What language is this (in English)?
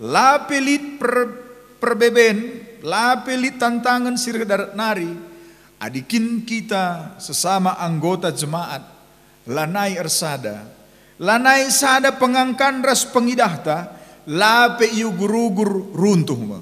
Batak Karo